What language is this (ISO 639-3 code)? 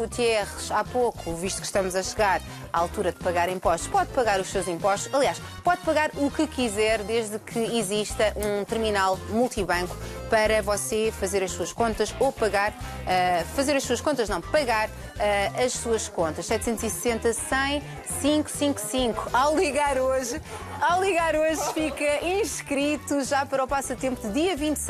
por